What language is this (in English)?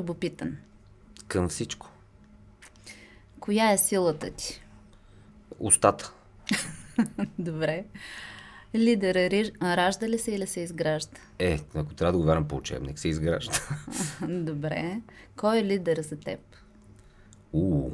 Bulgarian